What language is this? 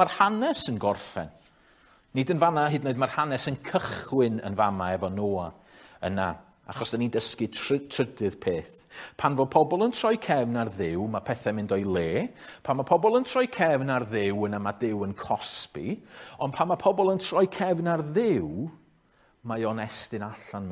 Welsh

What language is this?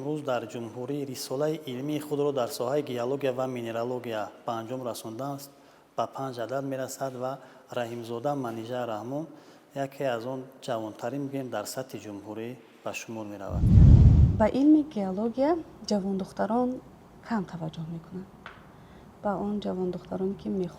Tajik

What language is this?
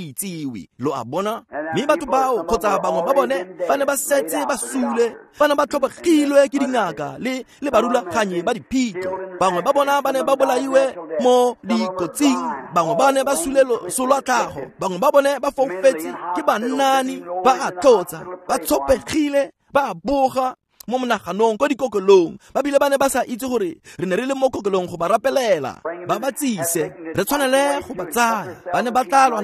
Tswana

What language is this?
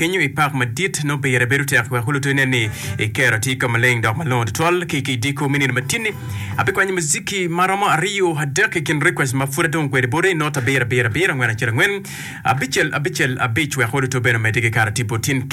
Acoli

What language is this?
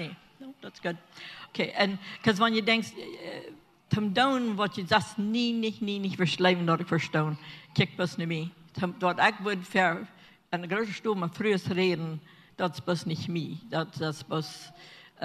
Plautdietsch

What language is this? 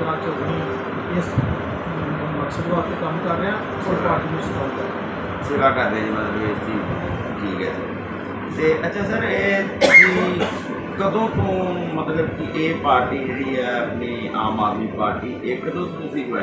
Punjabi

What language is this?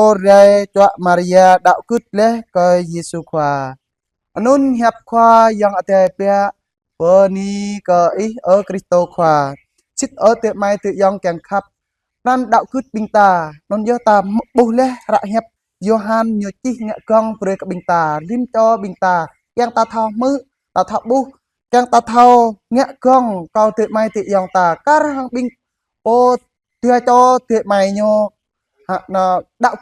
Jarai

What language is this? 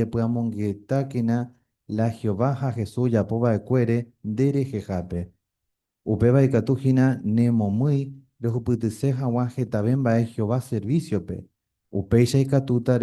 Guarani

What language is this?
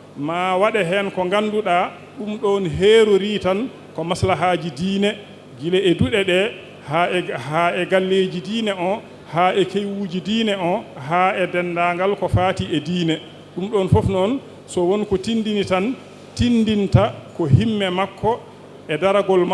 Fula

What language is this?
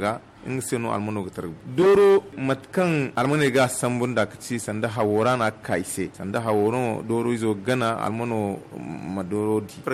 Zarma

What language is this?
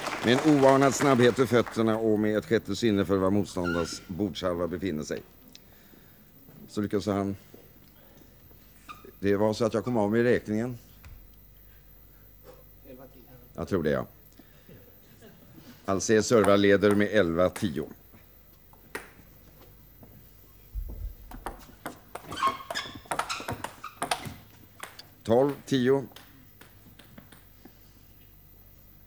Swedish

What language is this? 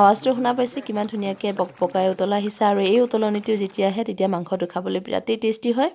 Assamese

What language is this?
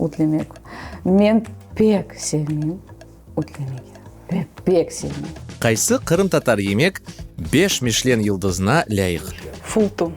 Crimean Tatar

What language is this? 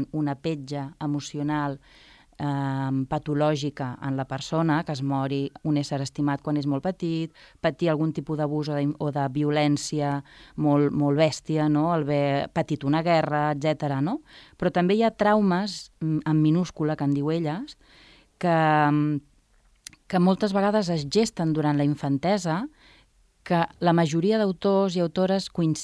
Catalan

